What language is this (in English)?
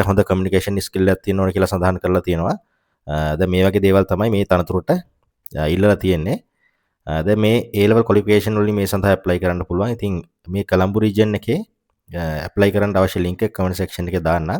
Sinhala